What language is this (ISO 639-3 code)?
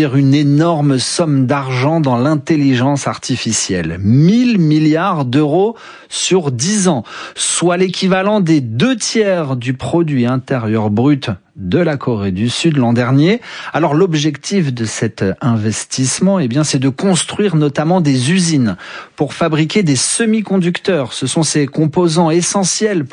fra